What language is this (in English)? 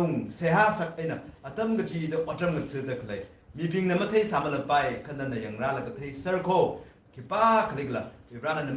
Tangkhul Naga (India)